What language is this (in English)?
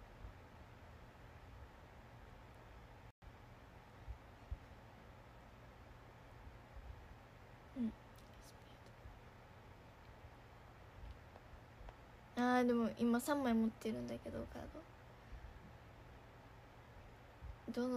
Japanese